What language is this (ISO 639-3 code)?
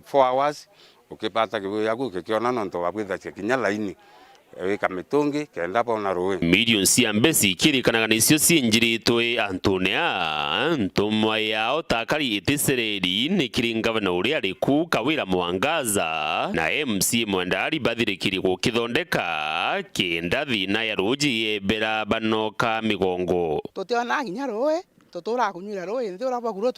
mer